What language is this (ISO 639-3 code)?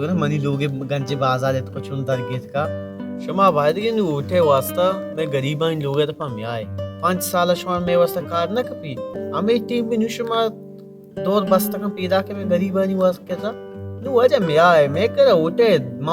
bal